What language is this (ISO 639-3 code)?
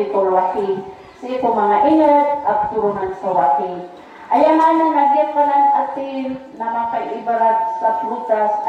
mrw